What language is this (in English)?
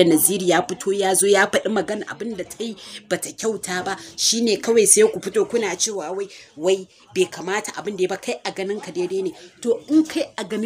Hausa